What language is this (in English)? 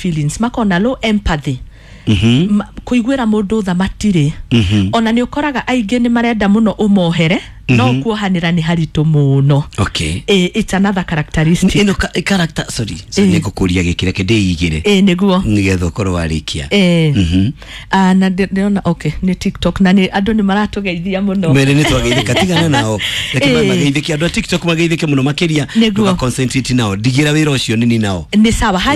Kikuyu